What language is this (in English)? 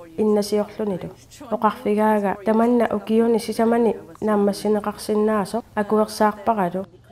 Kalaallisut